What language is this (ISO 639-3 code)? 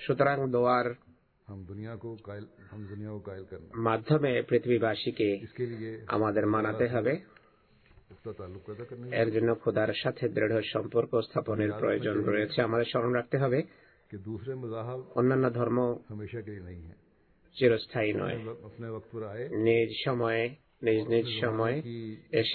ben